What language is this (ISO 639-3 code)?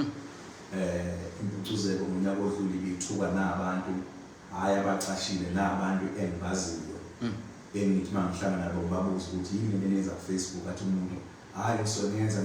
zul